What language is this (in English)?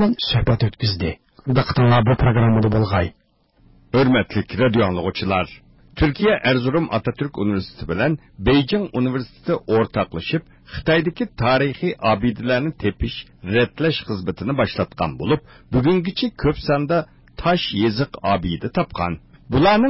Uyghur